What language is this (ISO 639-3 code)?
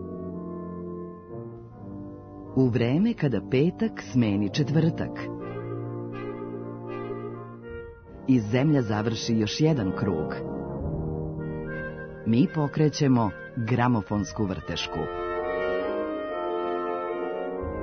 srp